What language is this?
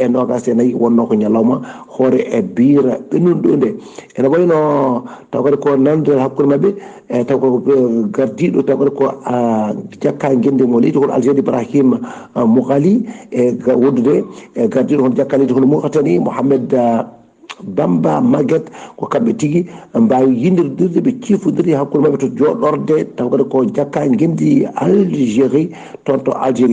Fula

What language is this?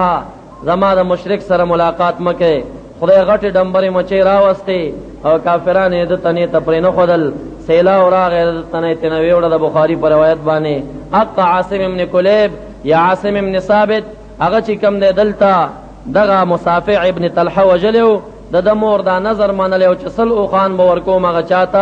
Pashto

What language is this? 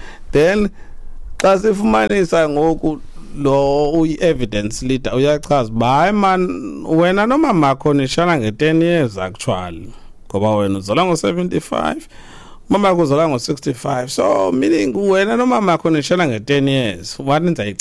Xhosa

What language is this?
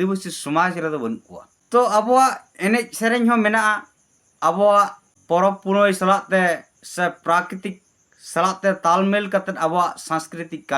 Santali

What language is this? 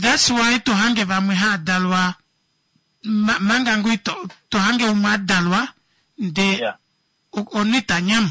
Kuanyama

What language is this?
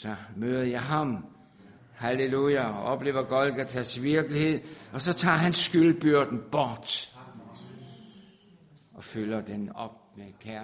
Danish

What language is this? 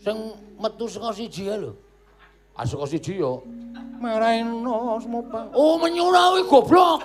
Javanese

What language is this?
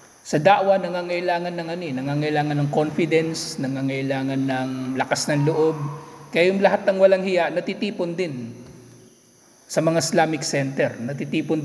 Filipino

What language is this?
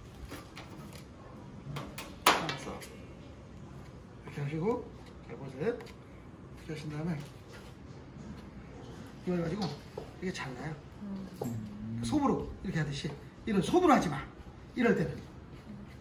Korean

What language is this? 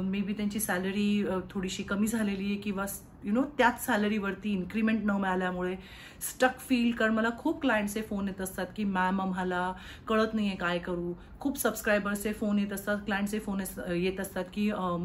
Marathi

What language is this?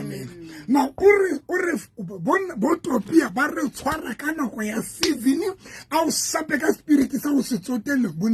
Southern Sotho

